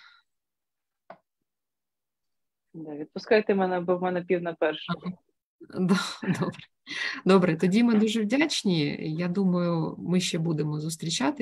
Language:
Ukrainian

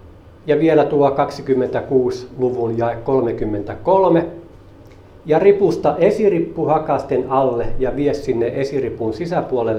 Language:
Finnish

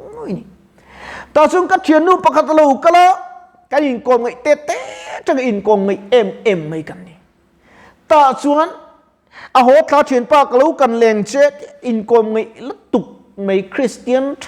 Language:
Mizo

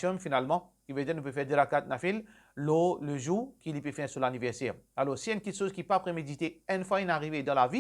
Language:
Morisyen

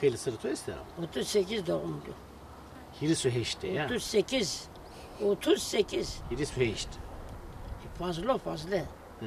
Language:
Zaza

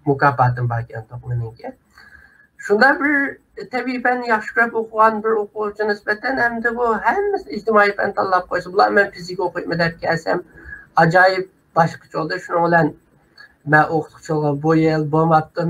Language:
Uyghur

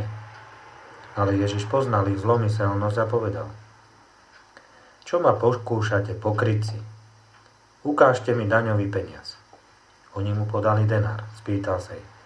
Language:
Slovak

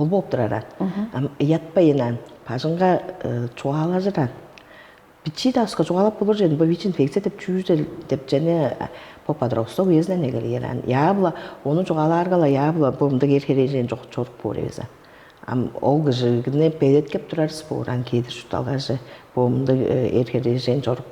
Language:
Tuvinian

